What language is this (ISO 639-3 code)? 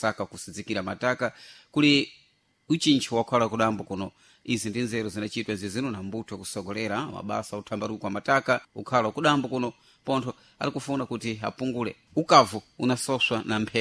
seh